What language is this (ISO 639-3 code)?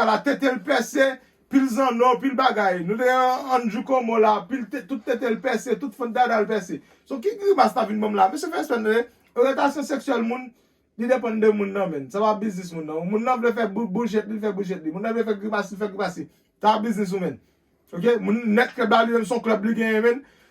hat